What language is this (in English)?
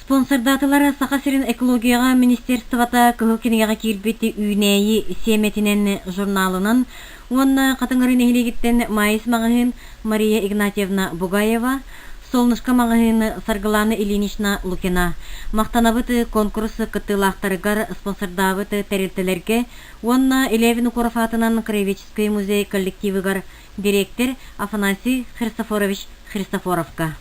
Yakut